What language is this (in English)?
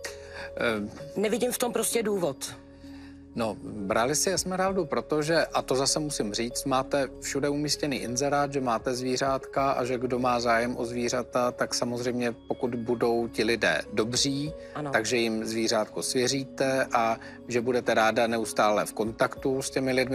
Czech